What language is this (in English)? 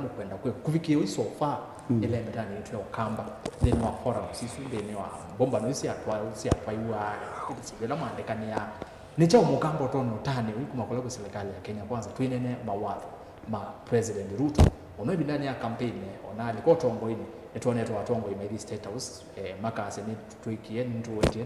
Kamba